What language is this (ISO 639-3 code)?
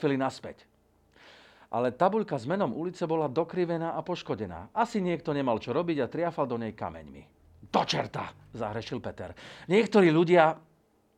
slk